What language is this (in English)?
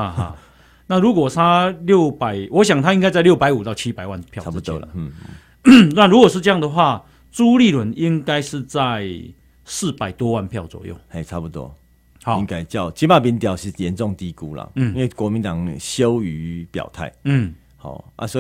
Chinese